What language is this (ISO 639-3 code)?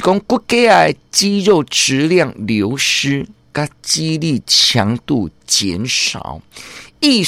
nan